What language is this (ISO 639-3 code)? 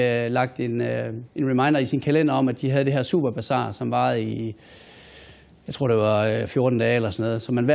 dan